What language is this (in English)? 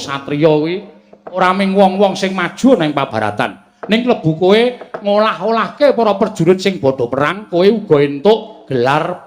Javanese